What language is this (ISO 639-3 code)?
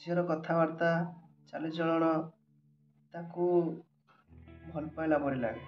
ori